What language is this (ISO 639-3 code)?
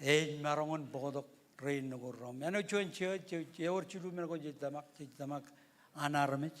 mah